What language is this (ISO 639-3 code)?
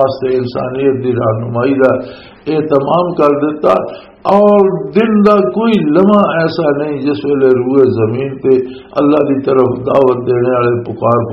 lah